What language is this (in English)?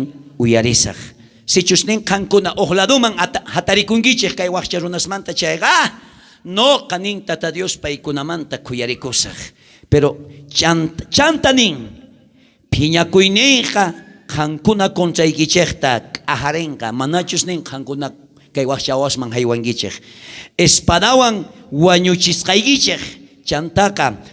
South Bolivian Quechua